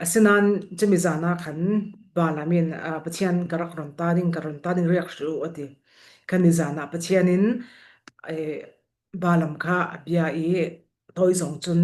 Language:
Falam Chin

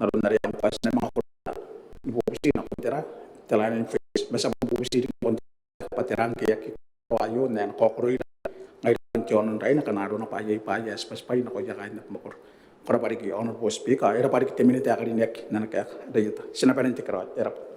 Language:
Gilbertese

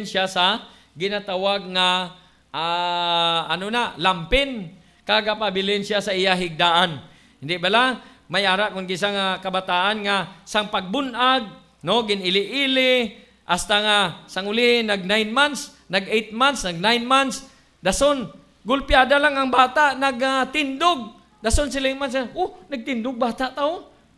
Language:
Hiligaynon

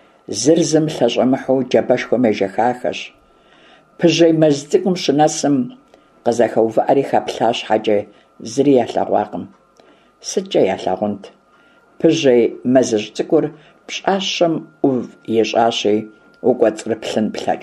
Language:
Kabardian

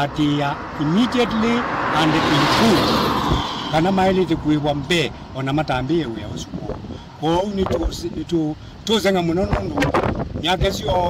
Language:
Kamba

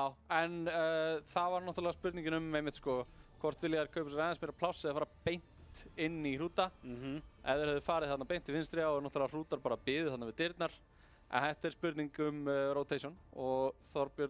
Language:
Icelandic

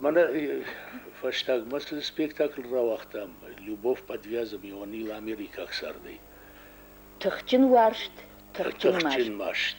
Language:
Ossetic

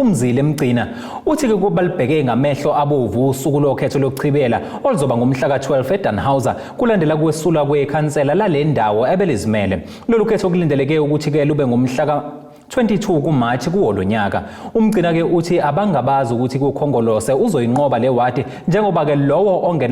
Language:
Zulu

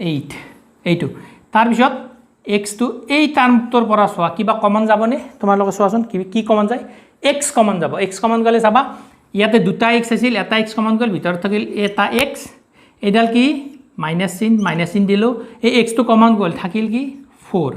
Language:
Assamese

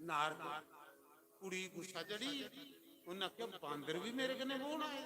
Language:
Dogri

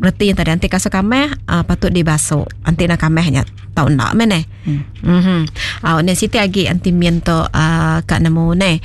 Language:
Iban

